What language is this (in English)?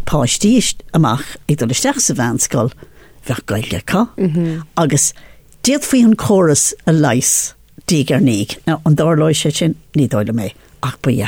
Irish